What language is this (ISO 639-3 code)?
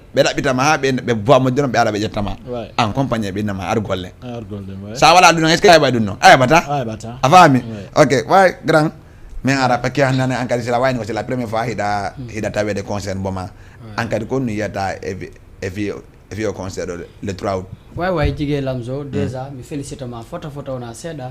ful